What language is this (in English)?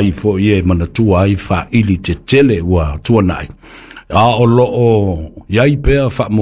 Samoan